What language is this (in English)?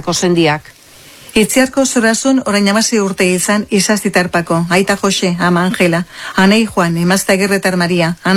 Basque